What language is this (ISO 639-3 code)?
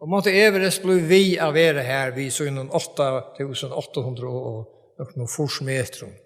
fao